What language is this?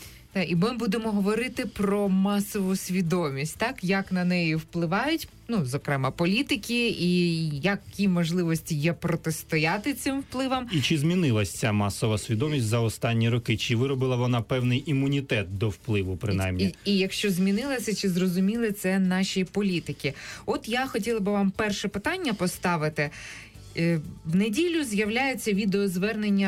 Ukrainian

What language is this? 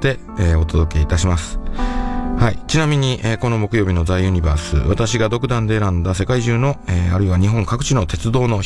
Japanese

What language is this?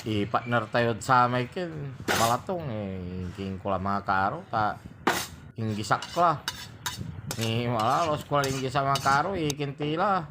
Pangasinan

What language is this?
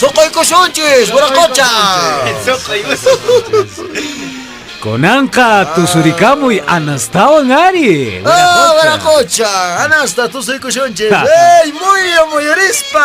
Quechua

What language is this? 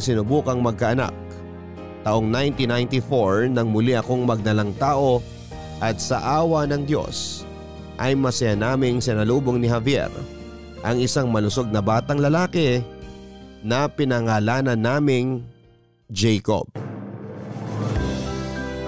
Filipino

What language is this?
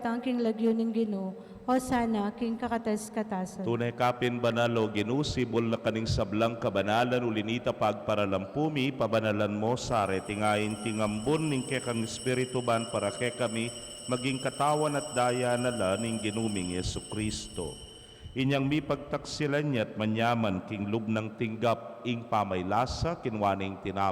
Pampanga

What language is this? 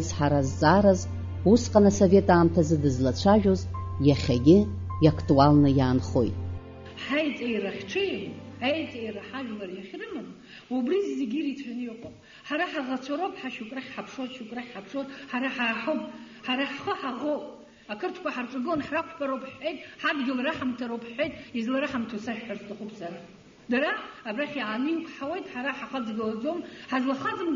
Abkhazian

